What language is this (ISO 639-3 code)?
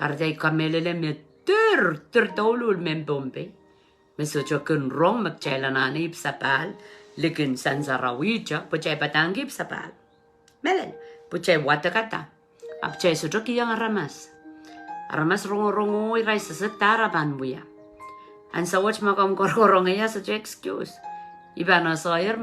pon